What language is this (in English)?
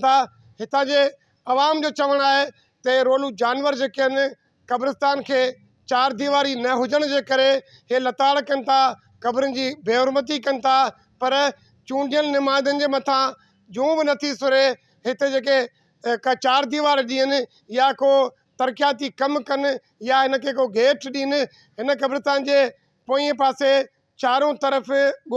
Sindhi